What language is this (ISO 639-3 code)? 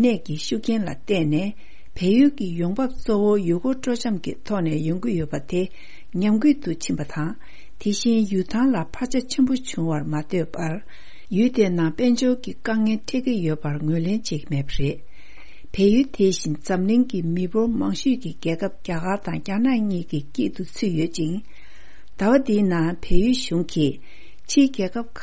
bod